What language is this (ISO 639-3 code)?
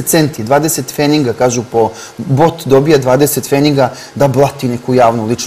srp